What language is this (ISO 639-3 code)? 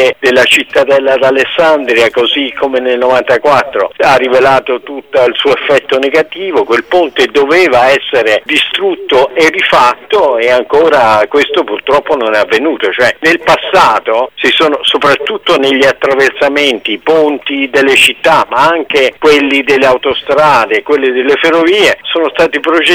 ita